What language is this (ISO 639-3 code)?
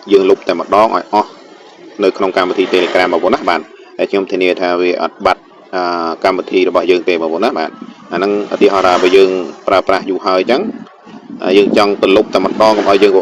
khm